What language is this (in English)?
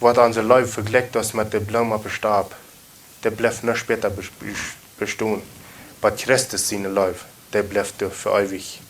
Plautdietsch